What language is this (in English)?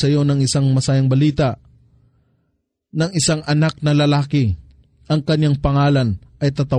Filipino